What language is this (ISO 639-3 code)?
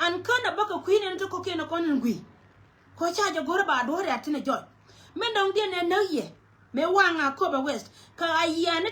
nus